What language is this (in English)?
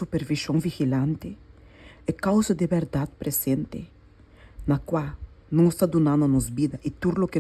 Papiamento